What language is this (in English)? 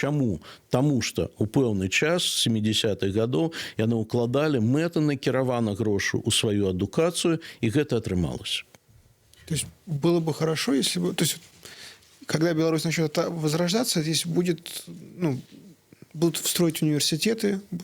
Belarusian